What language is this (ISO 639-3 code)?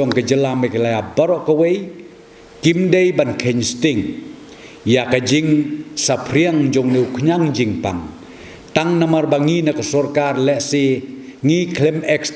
kha